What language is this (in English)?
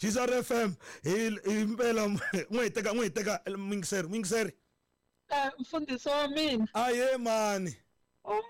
Tsonga